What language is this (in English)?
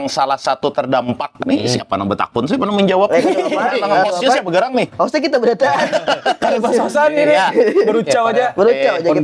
Banjar